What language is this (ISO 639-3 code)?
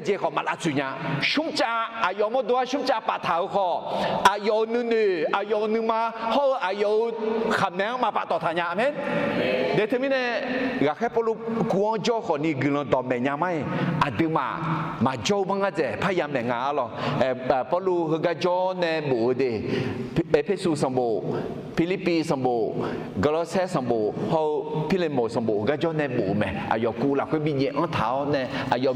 ahk